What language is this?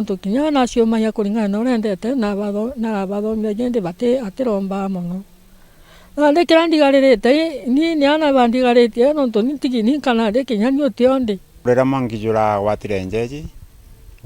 Meru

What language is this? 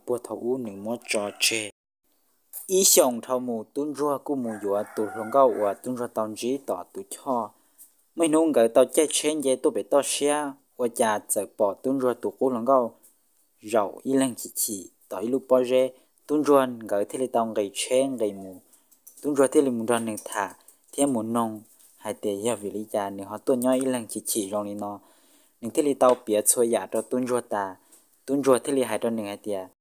Hmong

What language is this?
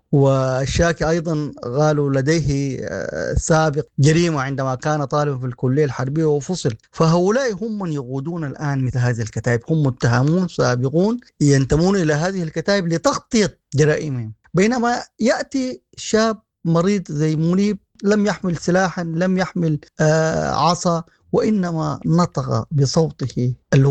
Sudanese Arabic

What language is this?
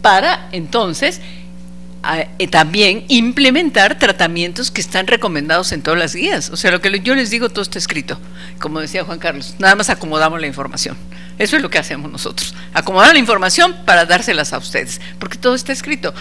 Spanish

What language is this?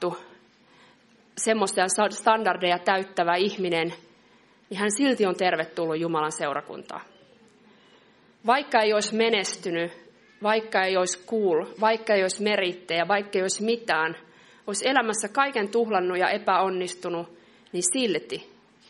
Finnish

